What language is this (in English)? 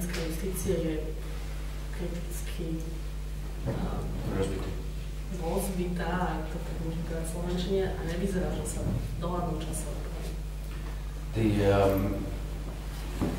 Slovak